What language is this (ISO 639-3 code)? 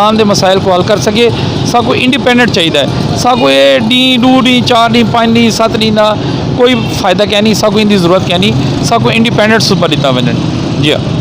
skr